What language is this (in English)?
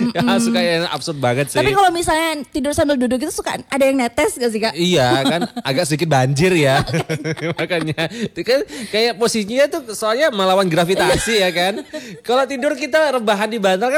Indonesian